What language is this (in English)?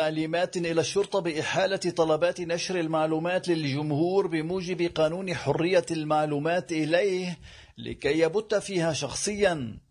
Arabic